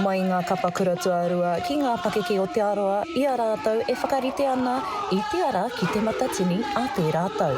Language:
Māori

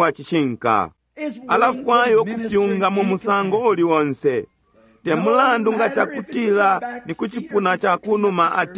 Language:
Bemba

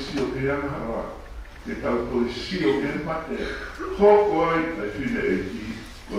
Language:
Tongan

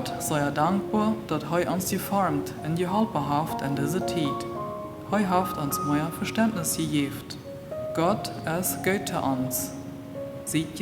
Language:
Plautdietsch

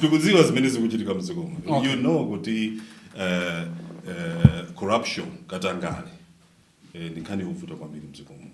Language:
Nyanja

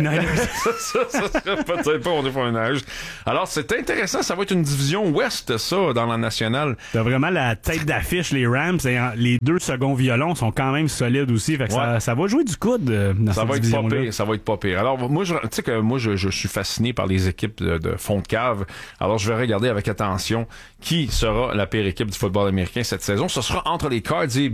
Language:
French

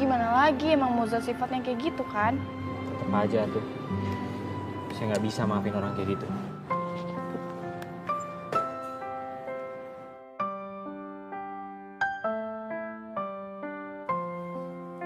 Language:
Indonesian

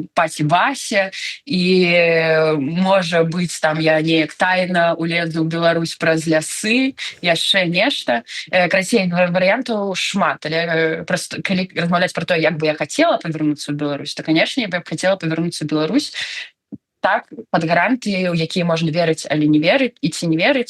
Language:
Belarusian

